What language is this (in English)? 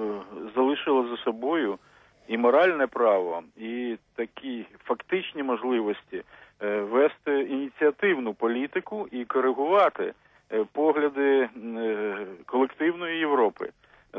Ukrainian